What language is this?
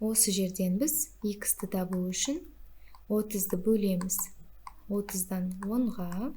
Kazakh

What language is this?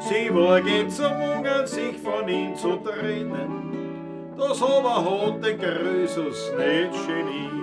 Bavarian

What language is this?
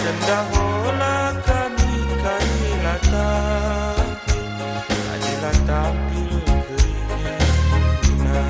Batak Karo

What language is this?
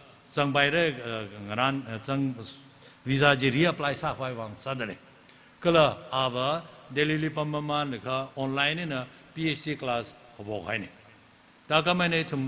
Tangkhul Naga (India)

